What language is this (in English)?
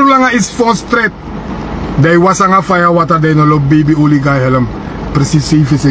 Sranan Tongo